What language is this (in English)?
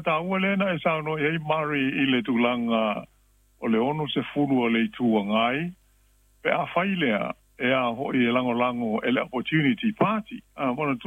Samoan